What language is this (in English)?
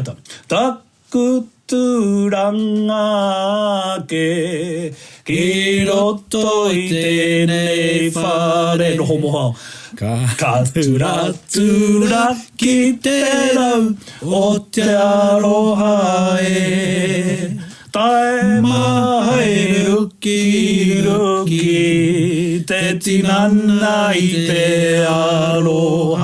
Māori